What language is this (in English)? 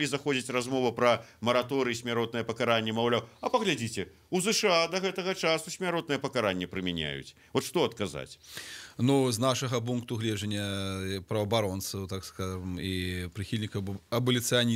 Belarusian